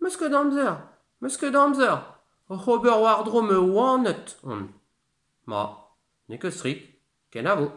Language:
Breton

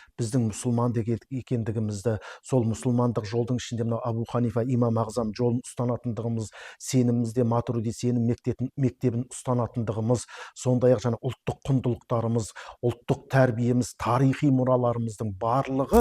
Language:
Kazakh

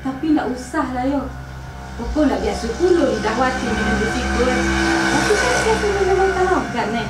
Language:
Minangkabau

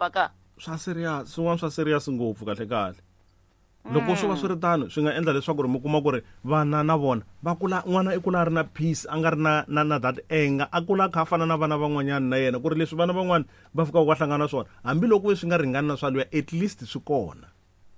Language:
Tsonga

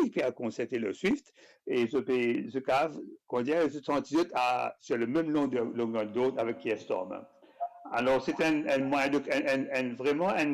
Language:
Morisyen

